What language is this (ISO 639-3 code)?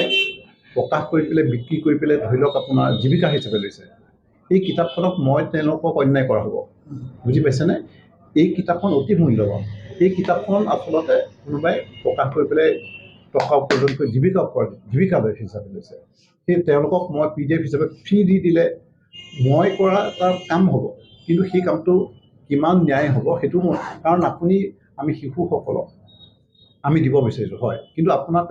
asm